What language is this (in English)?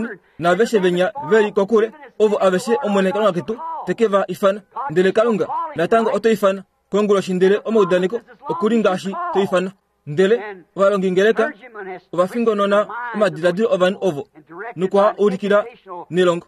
Kuanyama